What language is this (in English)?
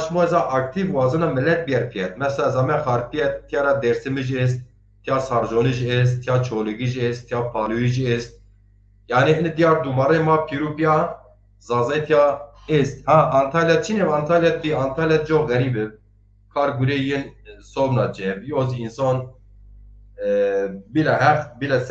Zaza